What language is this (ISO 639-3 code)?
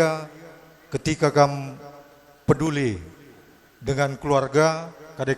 btx